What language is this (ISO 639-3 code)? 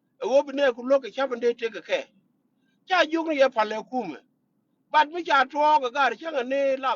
nus